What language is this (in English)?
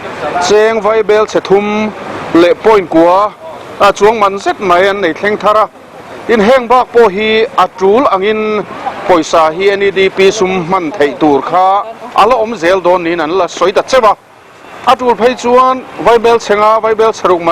Mizo